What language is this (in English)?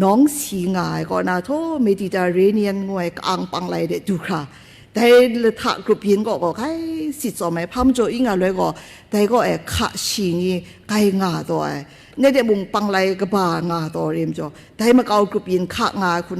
Kachin